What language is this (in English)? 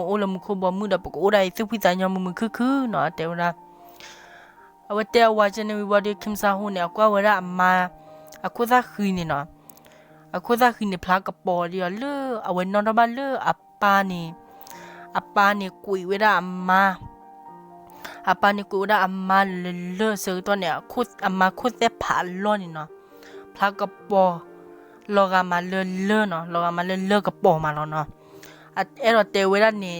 S'gaw Karen